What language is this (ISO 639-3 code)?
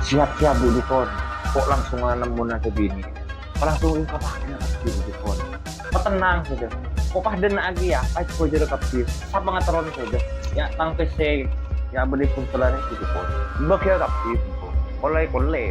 mad